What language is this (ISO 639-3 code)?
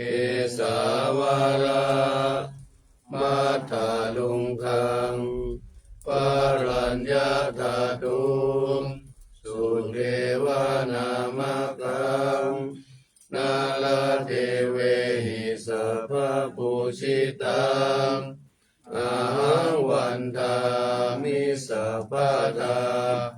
pli